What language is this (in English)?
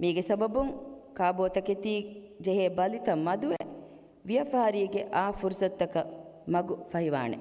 Divehi